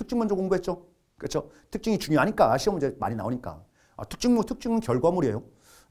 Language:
Korean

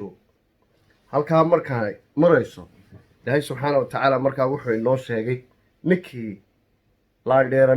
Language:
Somali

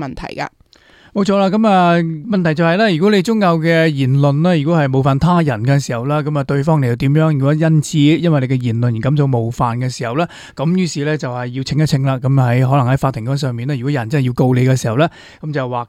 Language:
Cantonese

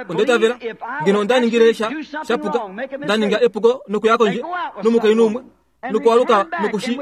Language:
Kuanyama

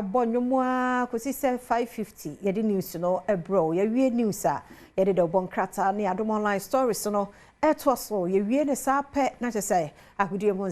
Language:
Akan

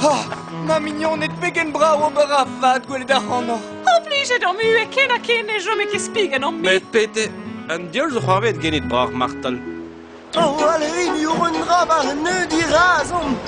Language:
Breton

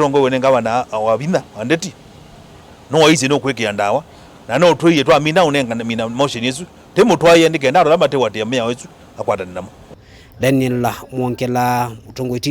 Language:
Kamba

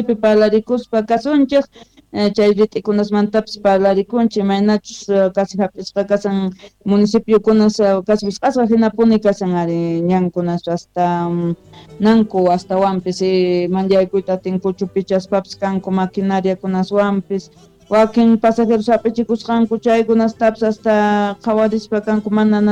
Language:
South Bolivian Quechua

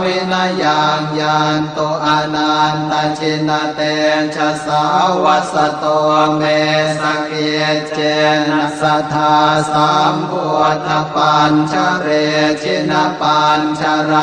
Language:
Pali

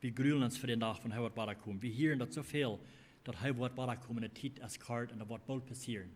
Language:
Plautdietsch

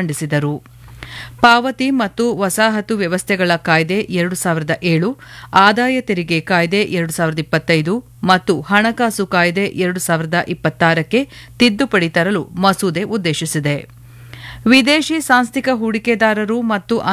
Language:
Kannada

